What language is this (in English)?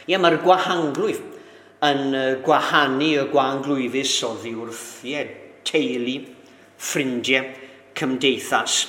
Welsh